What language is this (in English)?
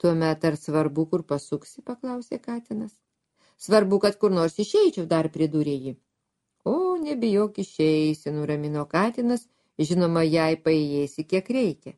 Lithuanian